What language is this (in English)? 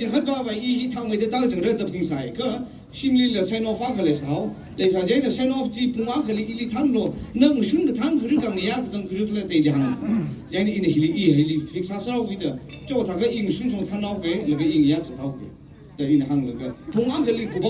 Tangkhul Naga (India)